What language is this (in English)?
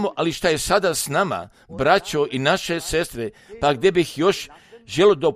Croatian